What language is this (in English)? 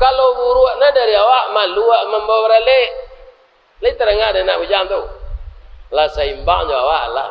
Minangkabau